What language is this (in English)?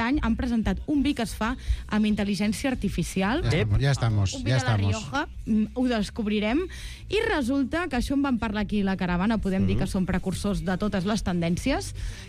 Catalan